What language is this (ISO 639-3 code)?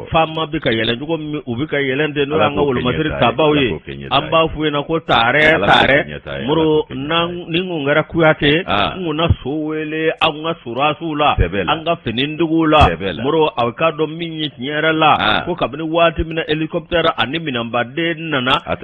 bam